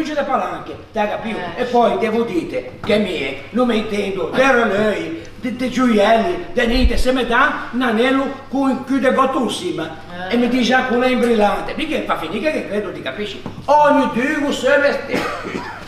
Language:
Ligurian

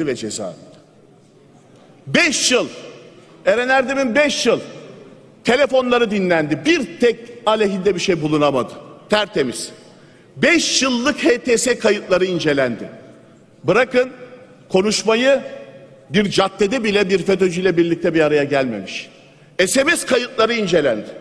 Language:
Turkish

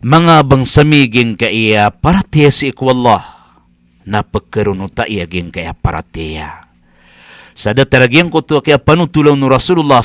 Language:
Maranao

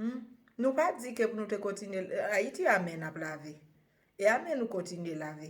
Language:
Haitian Creole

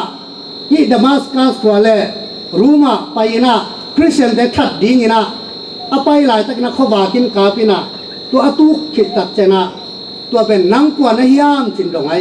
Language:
Tedim Chin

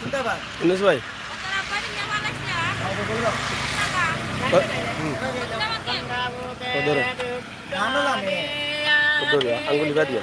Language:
Sylheti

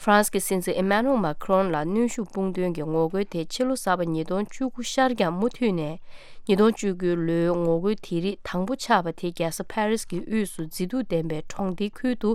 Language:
Tibetan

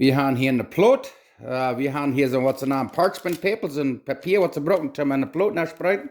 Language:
Plautdietsch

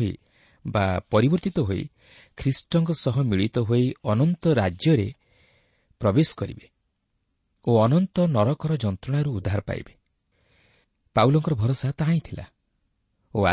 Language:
Odia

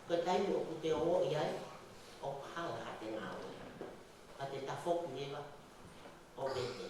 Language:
Tongan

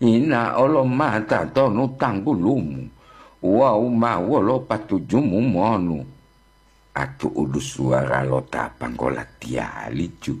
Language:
Gorontalo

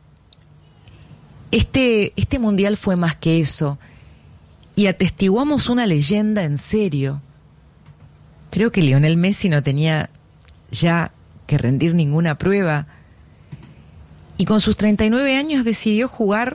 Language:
Spanish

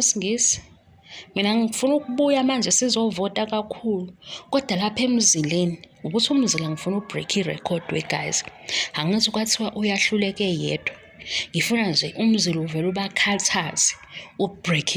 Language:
Zulu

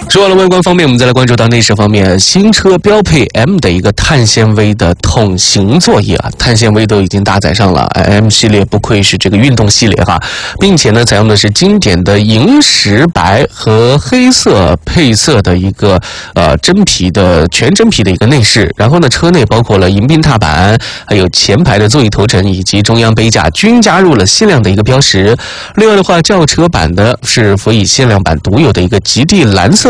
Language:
Chinese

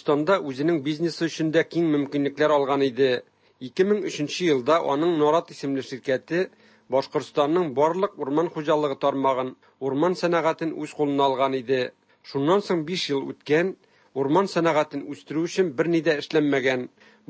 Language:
Tatar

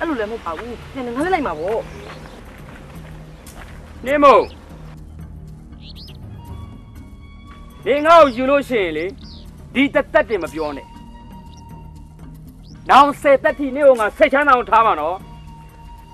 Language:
Burmese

